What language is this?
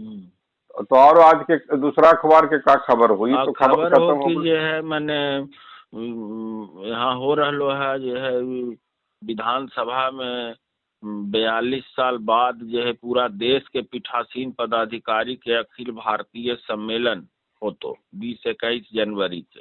Magahi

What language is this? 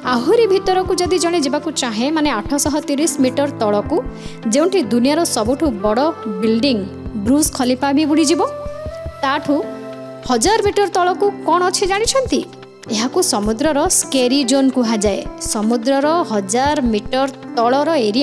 Odia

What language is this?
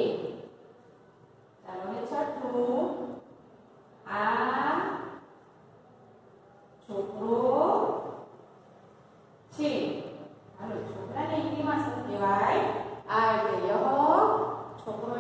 Gujarati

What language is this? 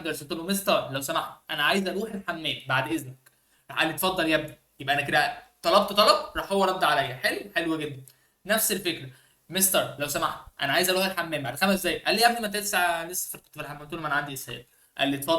Egyptian Arabic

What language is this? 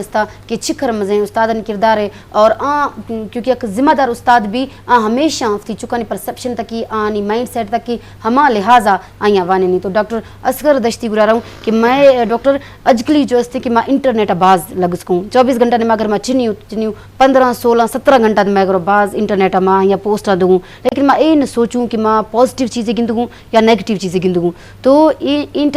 Eastern Balochi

